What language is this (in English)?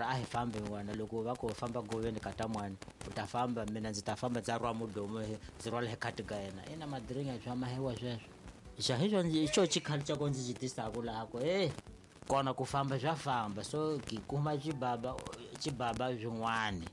Tsonga